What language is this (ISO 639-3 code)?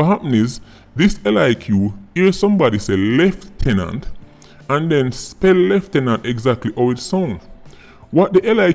jam